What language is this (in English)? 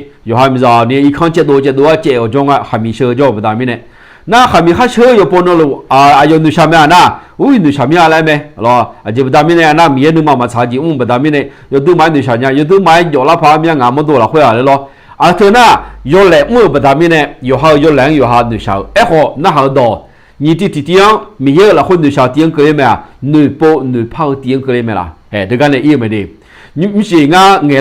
Akha